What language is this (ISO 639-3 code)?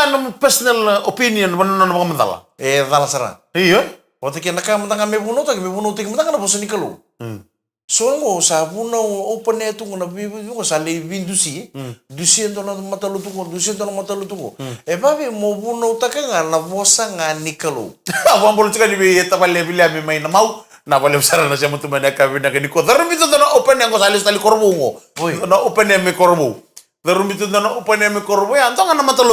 fij